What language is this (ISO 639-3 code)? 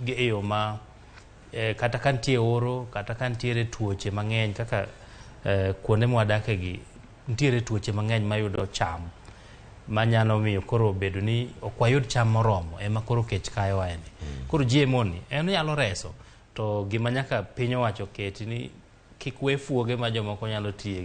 luo